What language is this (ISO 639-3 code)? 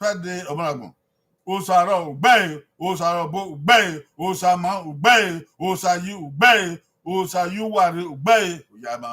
bin